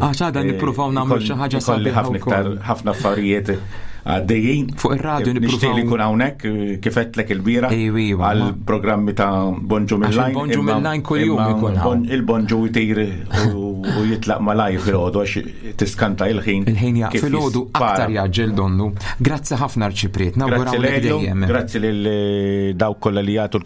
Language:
Maltese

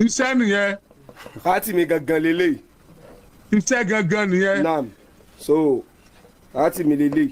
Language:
Yoruba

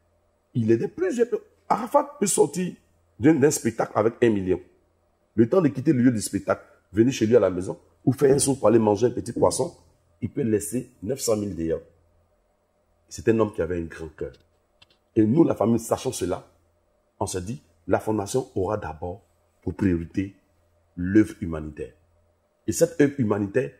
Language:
French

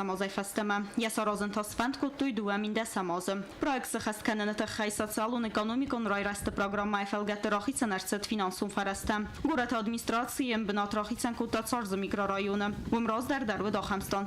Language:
Ossetic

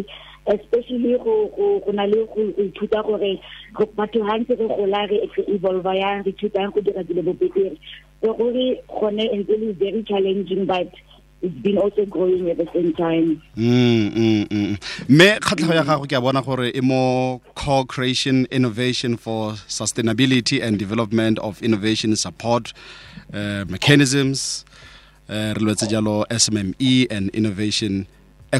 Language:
Tswana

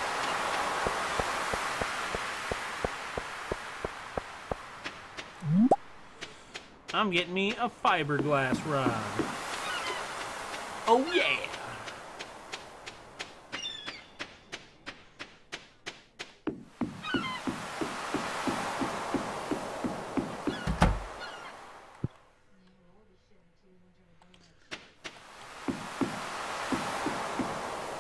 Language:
English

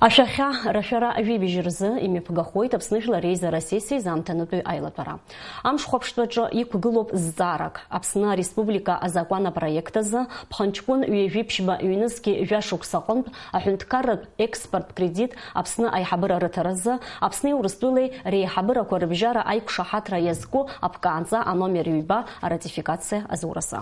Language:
Abkhazian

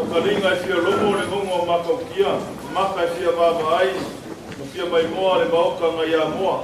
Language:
Samoan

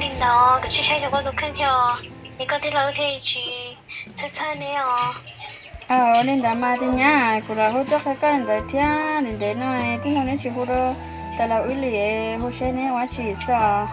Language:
Hmong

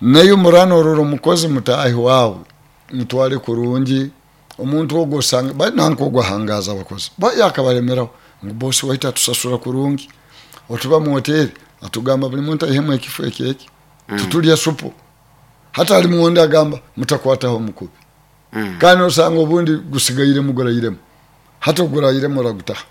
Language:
Nyoro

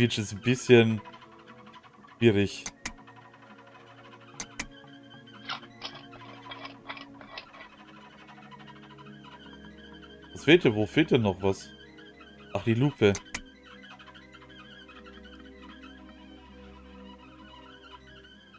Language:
German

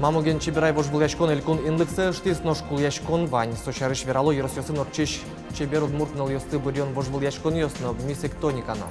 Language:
Udmurt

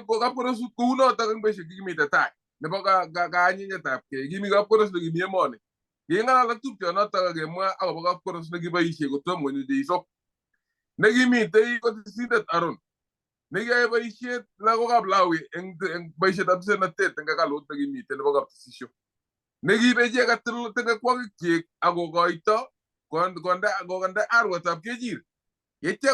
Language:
Kalenjin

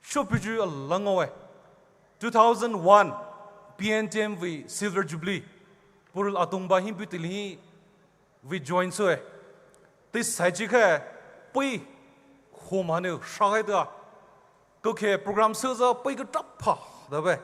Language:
Poumei Naga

